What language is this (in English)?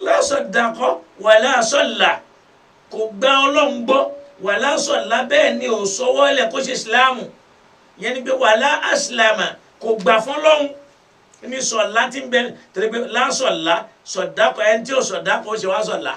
Yoruba